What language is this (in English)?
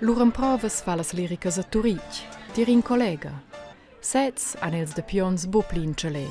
Romansh